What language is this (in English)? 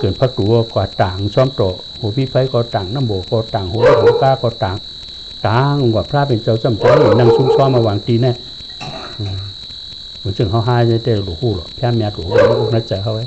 Shan